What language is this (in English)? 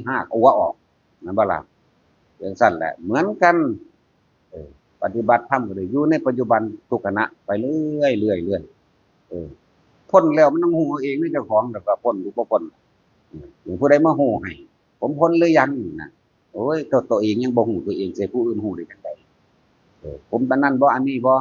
Northeastern Thai